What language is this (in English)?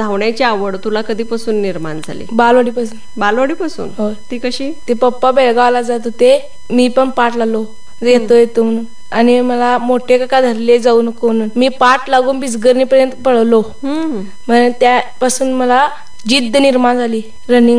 Marathi